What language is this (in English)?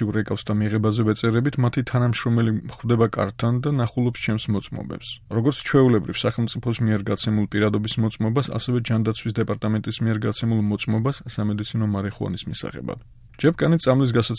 Georgian